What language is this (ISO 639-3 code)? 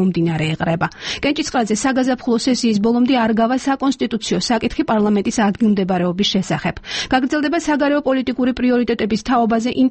kat